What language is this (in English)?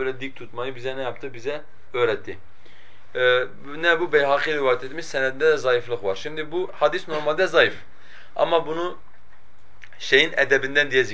Turkish